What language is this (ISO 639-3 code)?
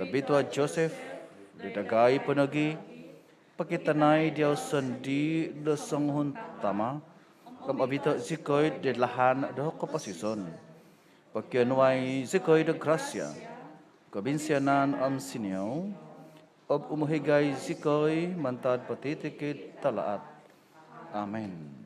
dtp